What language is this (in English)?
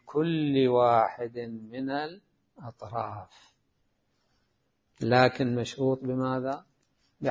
Arabic